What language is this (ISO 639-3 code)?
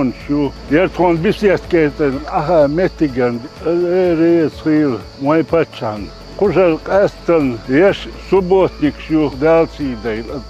che